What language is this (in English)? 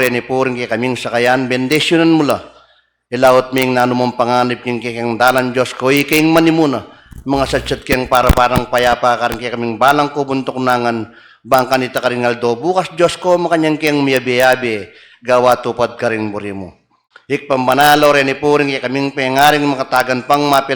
Pampanga